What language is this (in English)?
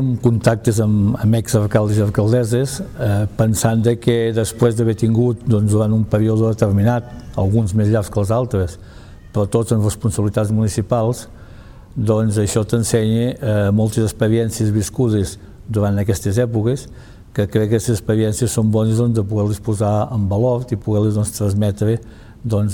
Catalan